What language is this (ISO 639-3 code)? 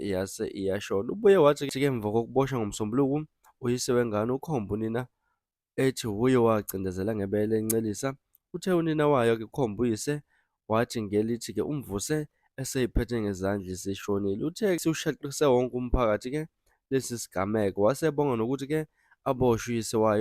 zul